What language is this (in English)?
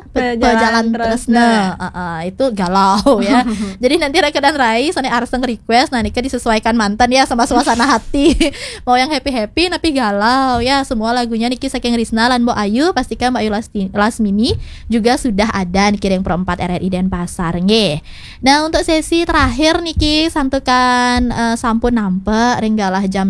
Balinese